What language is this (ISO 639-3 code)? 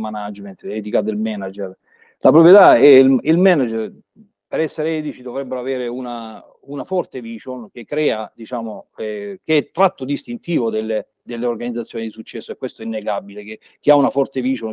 ita